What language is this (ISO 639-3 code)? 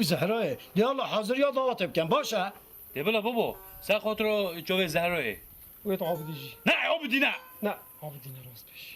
kur